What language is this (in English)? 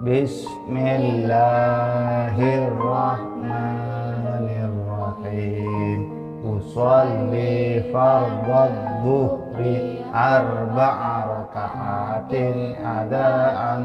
Madurese